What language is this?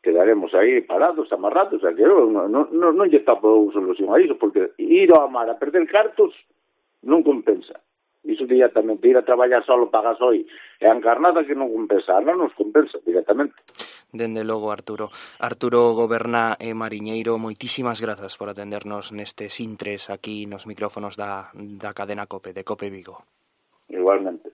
Galician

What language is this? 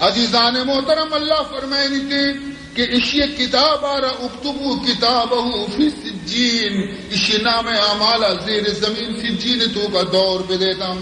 Baluchi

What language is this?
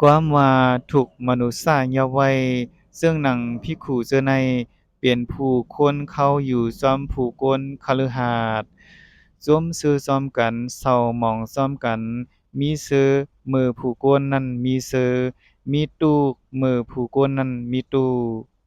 Lao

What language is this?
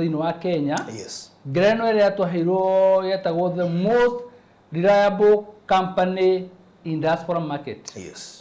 Kikuyu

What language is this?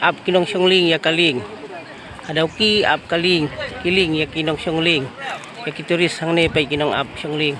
Khasi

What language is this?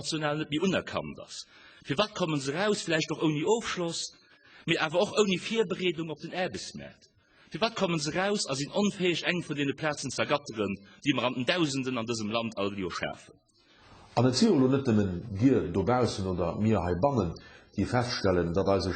Luxembourgish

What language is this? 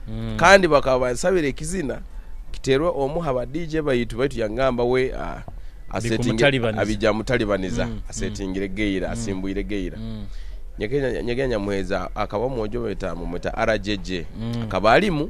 Nyoro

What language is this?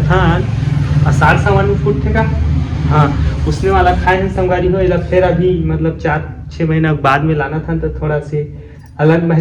Chhattisgarhi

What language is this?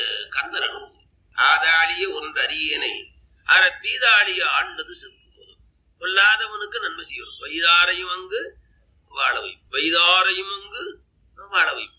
Tamil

